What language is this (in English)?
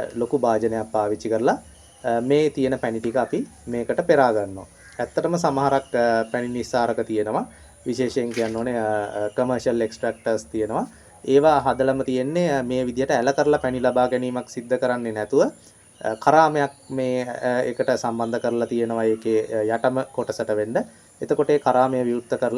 Sinhala